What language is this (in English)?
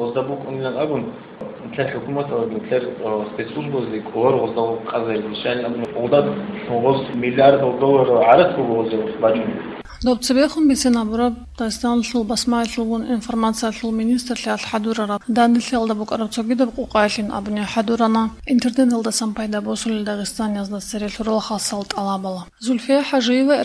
Avaric